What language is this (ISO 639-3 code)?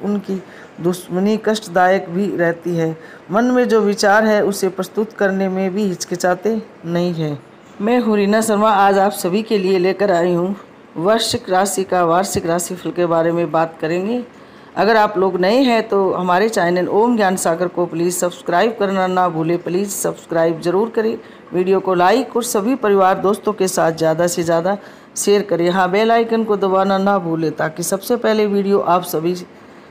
hin